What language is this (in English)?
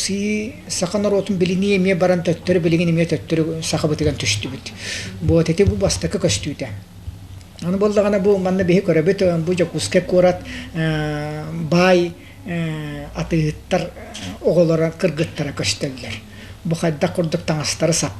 Yakut